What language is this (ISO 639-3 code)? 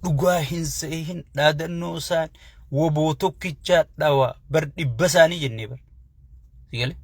orm